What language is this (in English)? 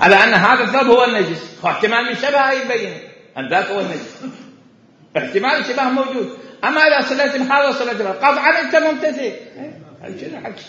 Mesopotamian Arabic